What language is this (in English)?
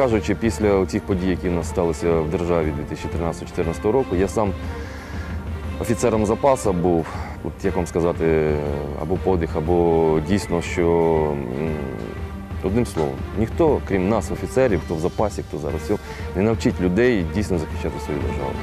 Ukrainian